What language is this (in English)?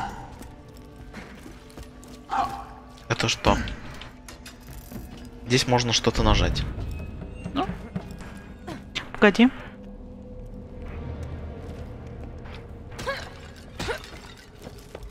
Russian